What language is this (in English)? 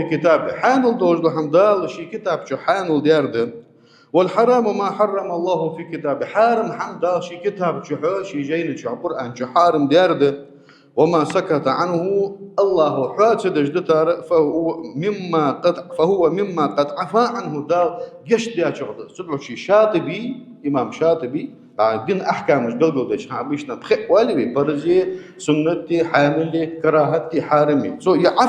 Ingush